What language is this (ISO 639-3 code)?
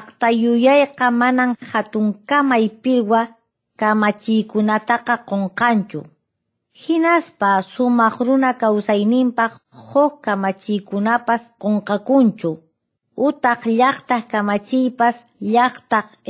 que